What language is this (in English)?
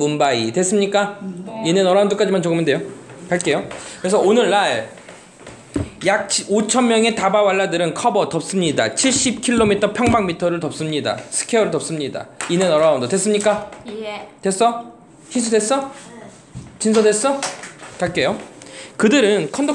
Korean